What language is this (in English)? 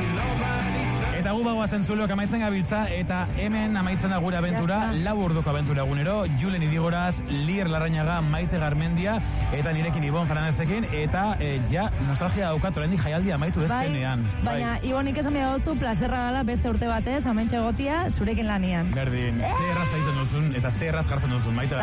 Basque